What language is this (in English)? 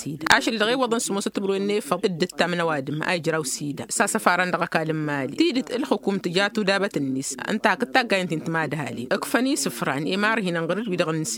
Tamasheq